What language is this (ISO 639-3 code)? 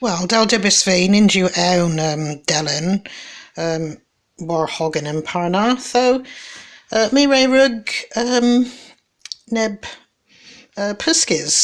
cor